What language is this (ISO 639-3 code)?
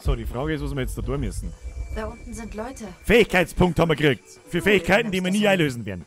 bar